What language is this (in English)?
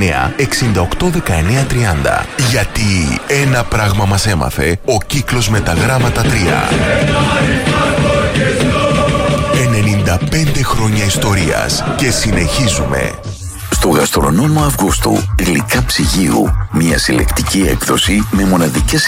Greek